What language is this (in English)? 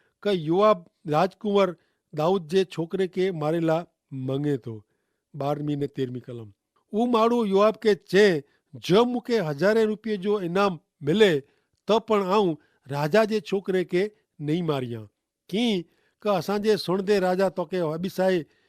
Kachhi